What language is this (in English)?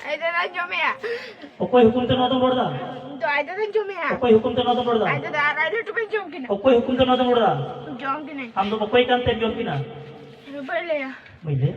Santali